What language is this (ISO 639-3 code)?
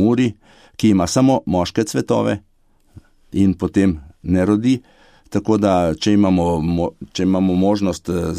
slv